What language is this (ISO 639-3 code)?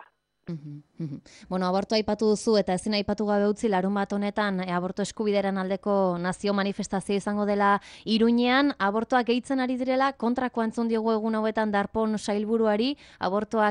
eus